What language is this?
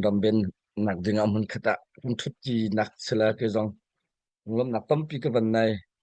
Hakha Chin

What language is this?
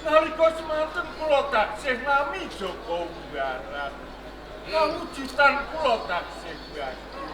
Javanese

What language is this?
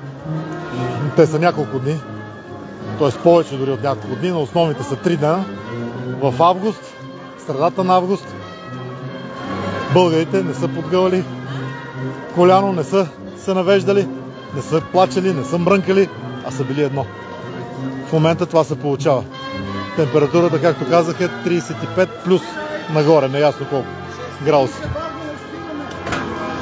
Bulgarian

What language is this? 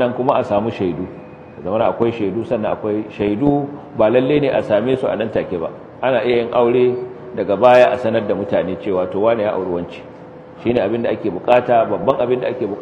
Hausa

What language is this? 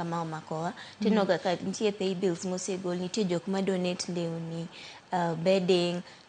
Luo (Kenya and Tanzania)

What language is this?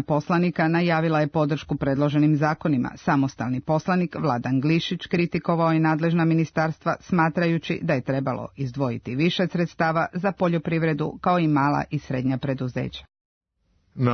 Serbian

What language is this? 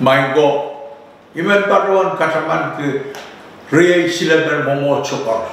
Pohnpeian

